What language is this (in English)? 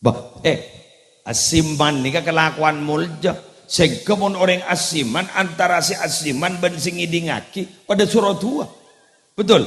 Madurese